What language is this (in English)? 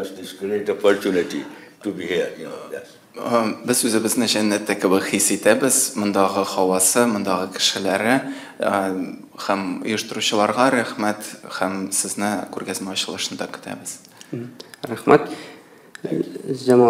Tatar